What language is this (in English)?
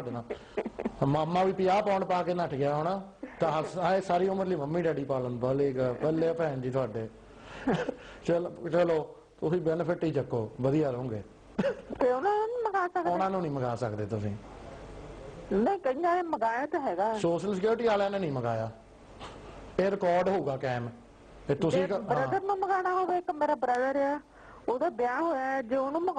Punjabi